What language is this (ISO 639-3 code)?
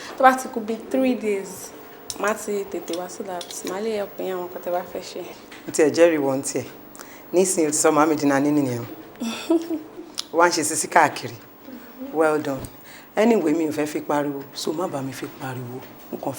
yor